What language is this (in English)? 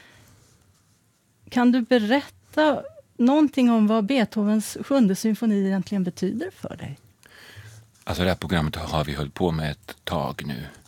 Swedish